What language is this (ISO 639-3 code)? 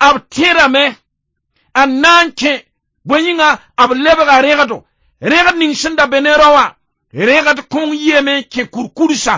mos